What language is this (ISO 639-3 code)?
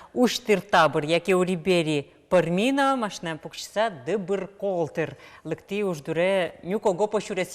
udm